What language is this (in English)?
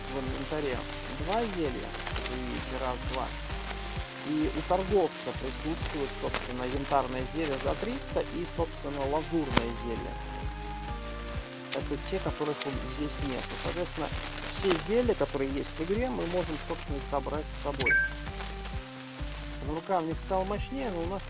Russian